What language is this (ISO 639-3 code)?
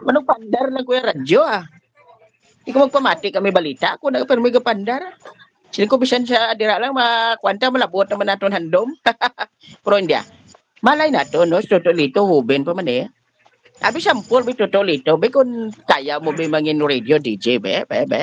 hil